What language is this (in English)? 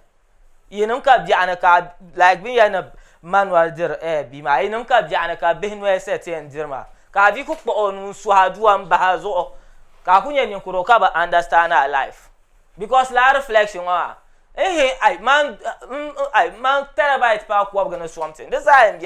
Dagbani